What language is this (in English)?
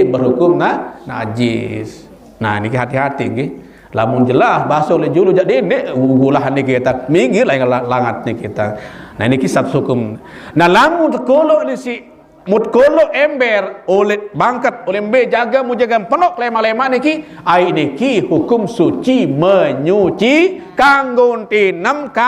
Sasak